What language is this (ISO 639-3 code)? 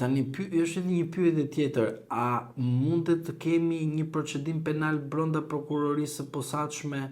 sqi